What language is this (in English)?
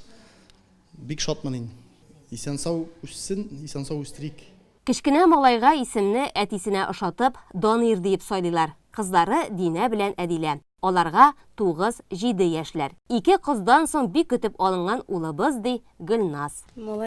Tatar